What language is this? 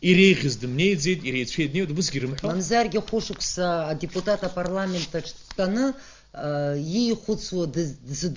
Abkhazian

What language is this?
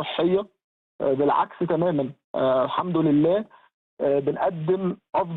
Egyptian Arabic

